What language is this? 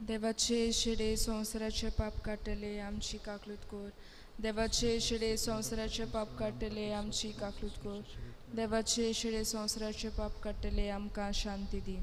Konkani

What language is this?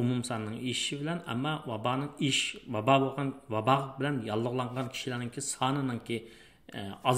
Uyghur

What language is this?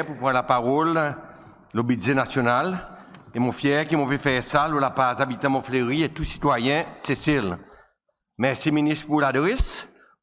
Seselwa Creole French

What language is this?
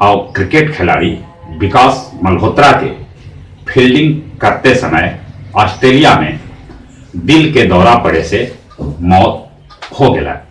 Magahi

